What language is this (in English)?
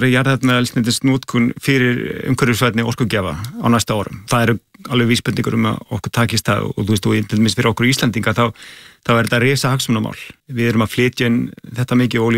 Icelandic